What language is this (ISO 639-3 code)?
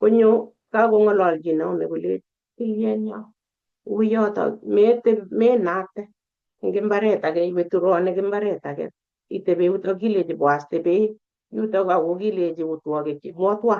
kln